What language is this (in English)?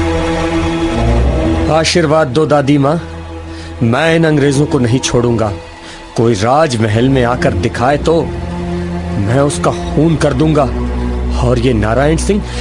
Hindi